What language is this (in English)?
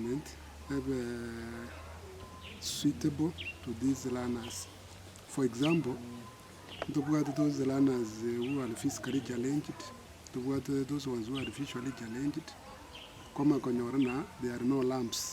Gusii